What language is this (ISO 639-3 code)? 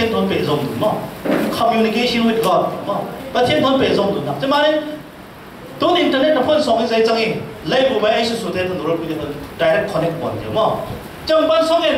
cfm